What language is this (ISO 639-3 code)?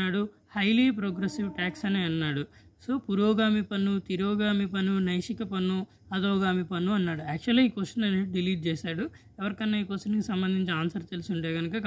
tel